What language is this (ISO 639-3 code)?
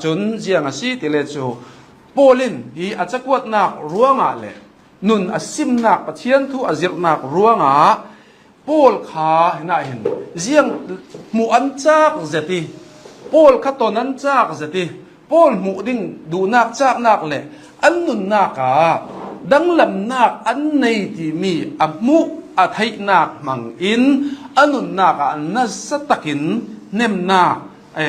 cnh